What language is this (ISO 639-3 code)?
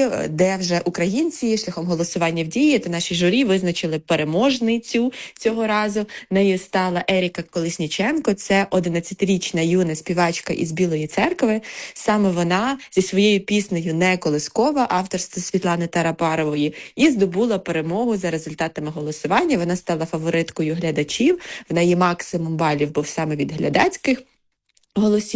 ukr